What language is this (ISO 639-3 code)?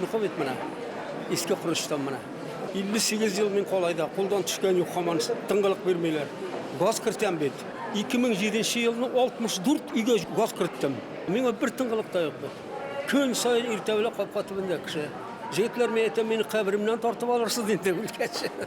bak